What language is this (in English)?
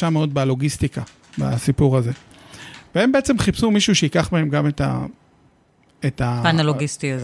Hebrew